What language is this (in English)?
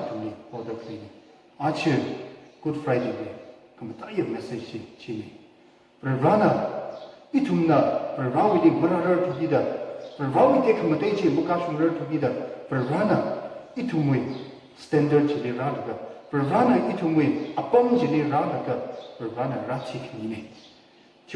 Tangkhul Naga (India)